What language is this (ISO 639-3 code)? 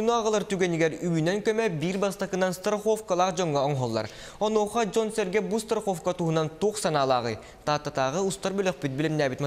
sah